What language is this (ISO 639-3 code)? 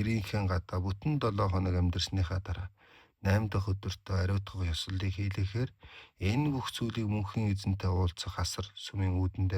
mon